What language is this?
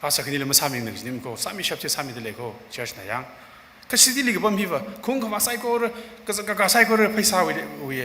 Tangkhul Naga (India)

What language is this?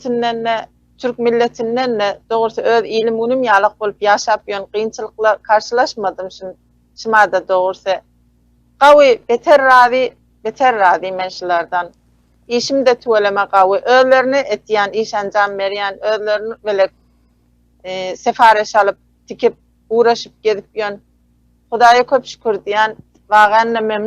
Turkmen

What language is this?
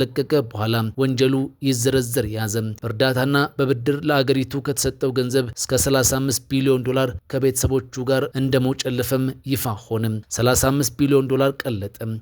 Amharic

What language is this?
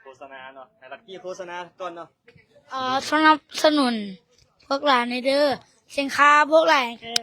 Lao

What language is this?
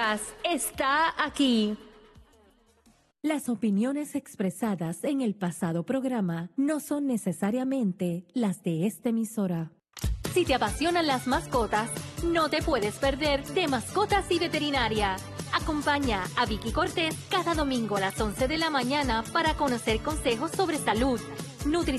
Spanish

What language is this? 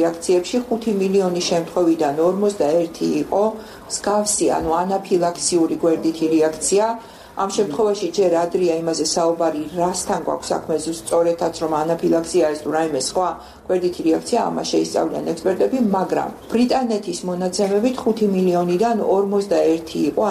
Georgian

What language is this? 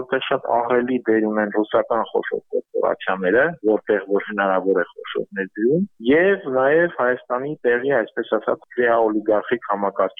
Armenian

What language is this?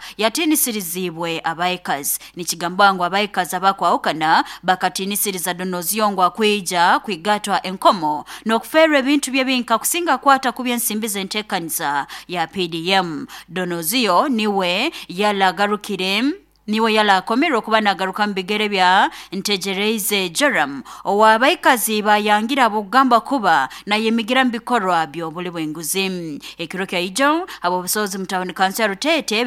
Nyoro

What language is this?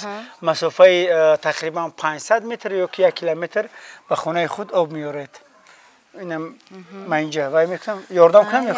Tajik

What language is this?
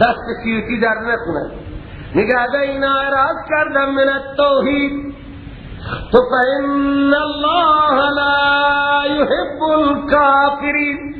Persian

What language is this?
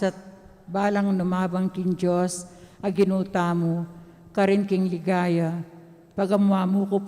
Pampanga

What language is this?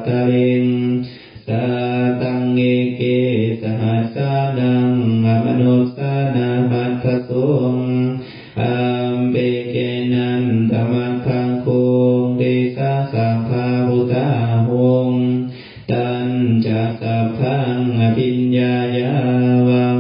Pali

